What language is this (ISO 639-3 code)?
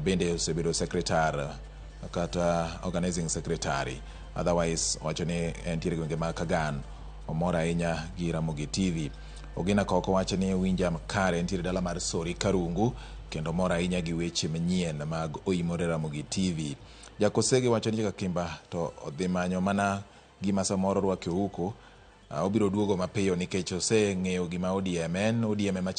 luo